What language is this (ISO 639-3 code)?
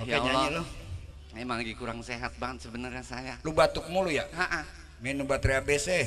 bew